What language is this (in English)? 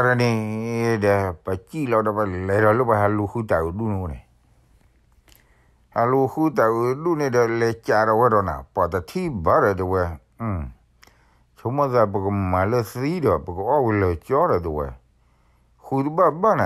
S'gaw Karen